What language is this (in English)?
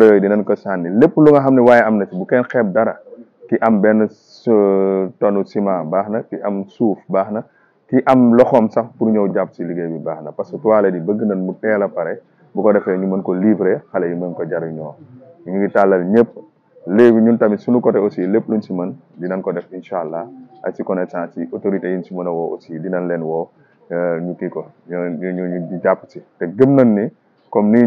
Wolof